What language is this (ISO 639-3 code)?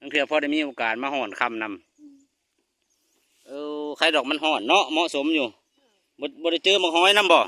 lao